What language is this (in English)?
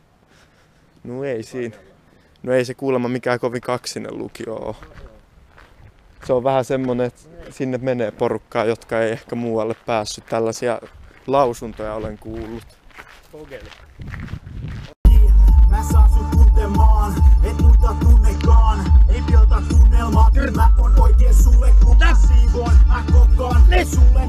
Finnish